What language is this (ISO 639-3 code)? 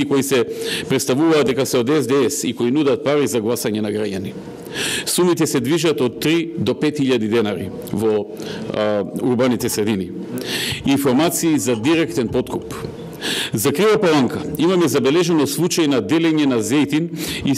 mkd